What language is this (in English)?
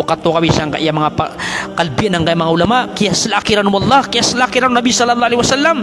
Maranao